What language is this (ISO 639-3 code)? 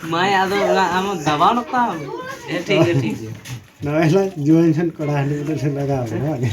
sat